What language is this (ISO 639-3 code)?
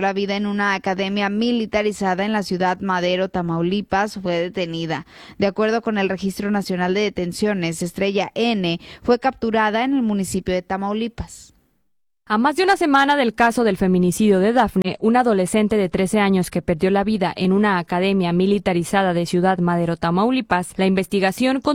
spa